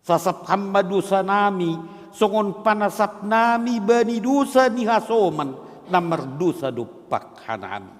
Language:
Batak Simalungun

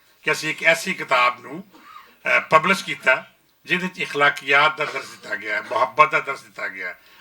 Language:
Western Panjabi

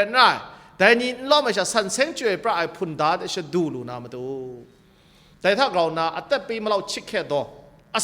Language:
Kachin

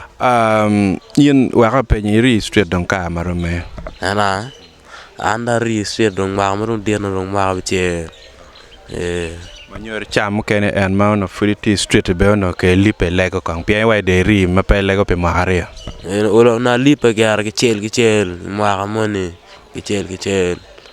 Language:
Acoli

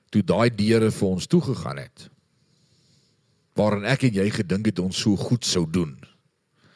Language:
Afrikaans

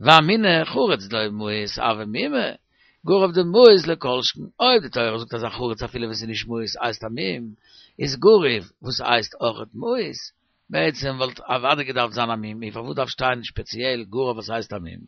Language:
Yiddish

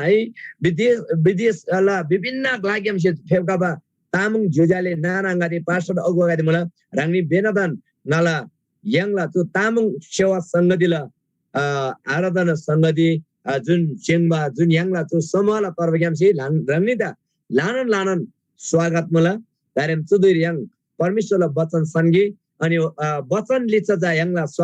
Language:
Eastern Tamang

